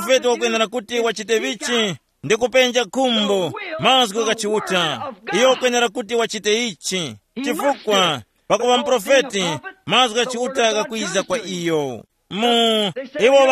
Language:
Tumbuka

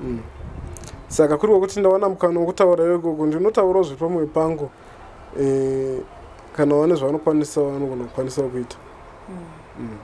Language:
Shona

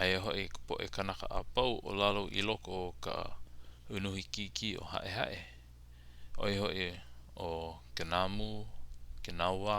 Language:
Hawaiian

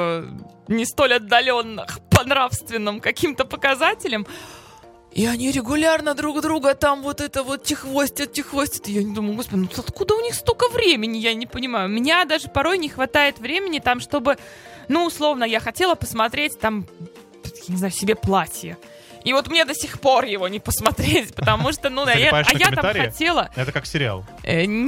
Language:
Russian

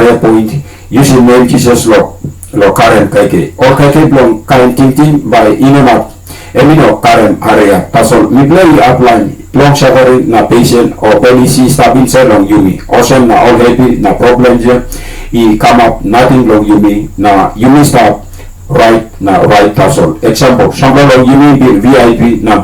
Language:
Tok Pisin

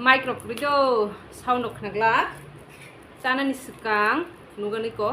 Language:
Kok Borok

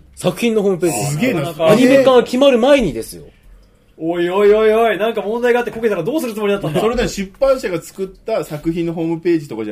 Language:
Japanese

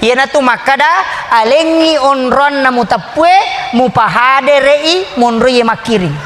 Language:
Buginese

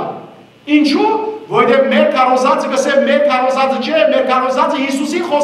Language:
Western Armenian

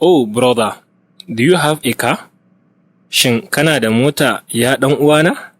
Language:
Hausa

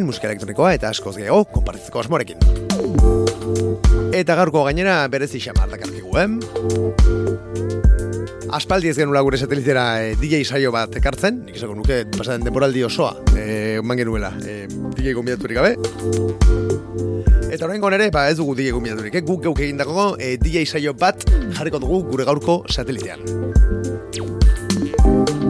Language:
Basque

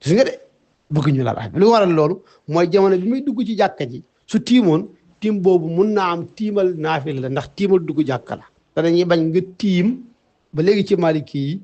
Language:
Wolof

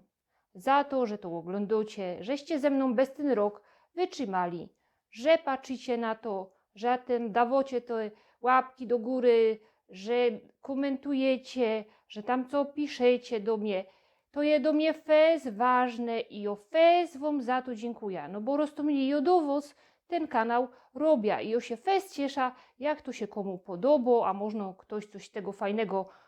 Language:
Silesian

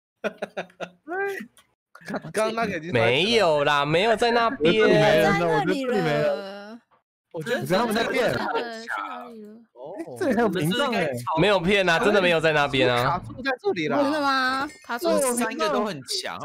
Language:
Chinese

